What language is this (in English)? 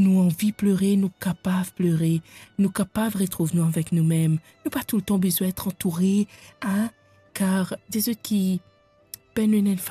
Morisyen